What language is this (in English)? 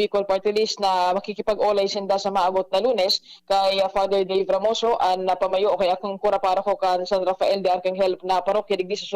Bikol